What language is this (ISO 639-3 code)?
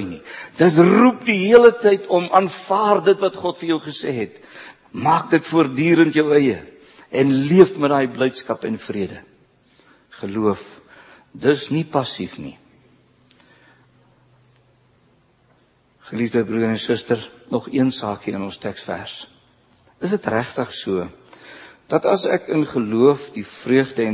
afr